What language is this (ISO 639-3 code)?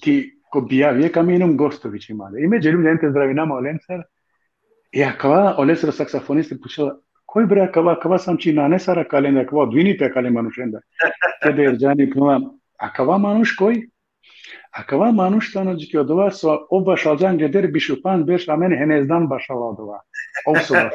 rmn